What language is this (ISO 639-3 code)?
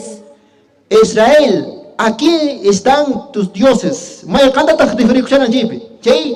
que